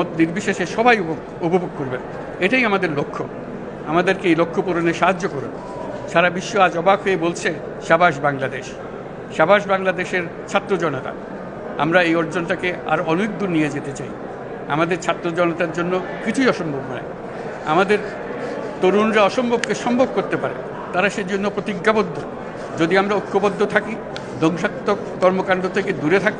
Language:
Bangla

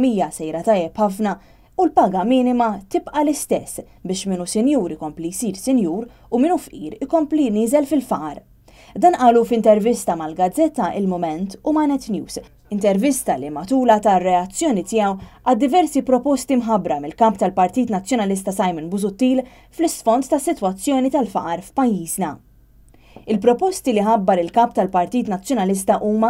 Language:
Maltese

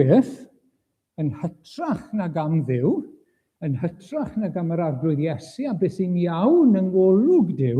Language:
Welsh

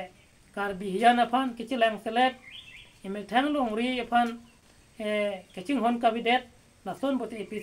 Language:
Karbi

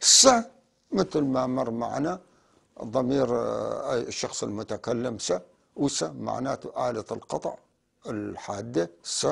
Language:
North Levantine Arabic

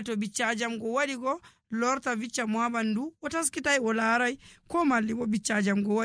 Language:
Nigerian Fulfulde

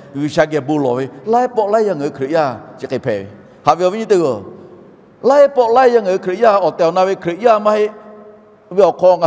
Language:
Lahu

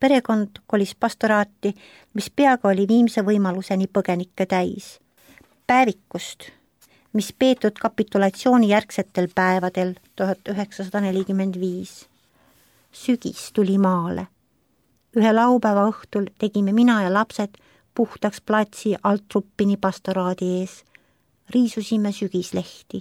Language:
Estonian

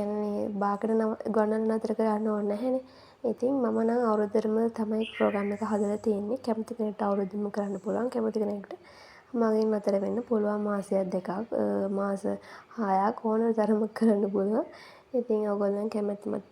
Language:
Sinhala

